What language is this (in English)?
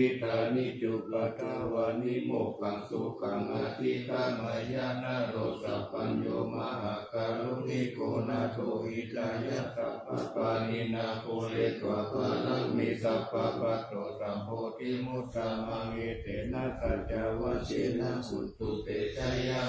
Pali